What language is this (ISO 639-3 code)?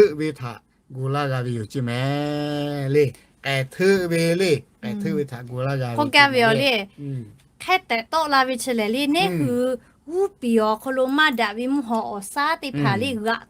lhu